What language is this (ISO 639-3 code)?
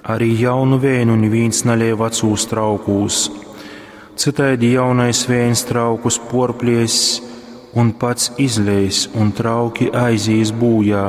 ltg